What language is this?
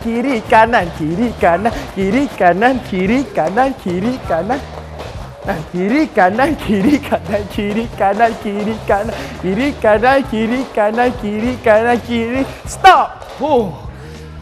Malay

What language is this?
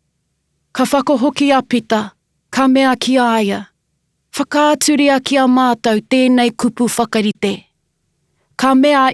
Māori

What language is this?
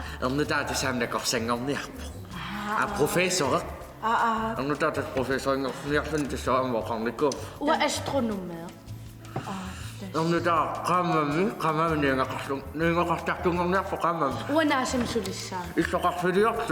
Kalaallisut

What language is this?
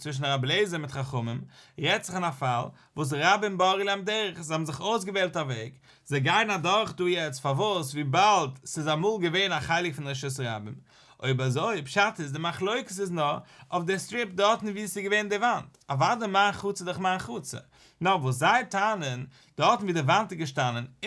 Yiddish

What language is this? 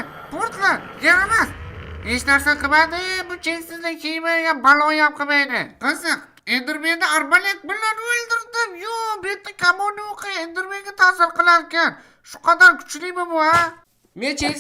Uzbek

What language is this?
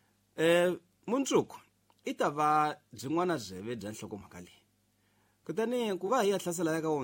Tsonga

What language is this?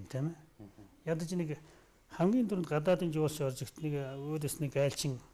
Mongolian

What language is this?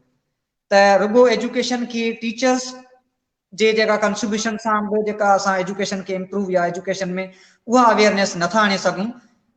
Sindhi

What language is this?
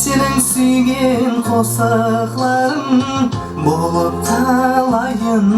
Kara-Kalpak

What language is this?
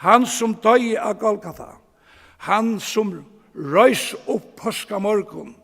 Faroese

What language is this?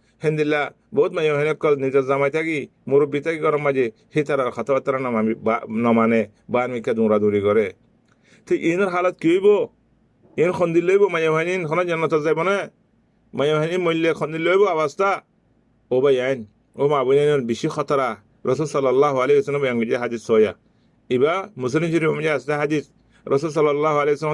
Rohingya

